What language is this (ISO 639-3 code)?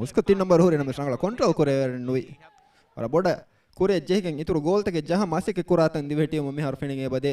div